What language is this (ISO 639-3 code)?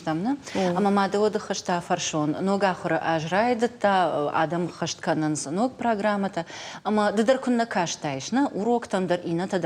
oss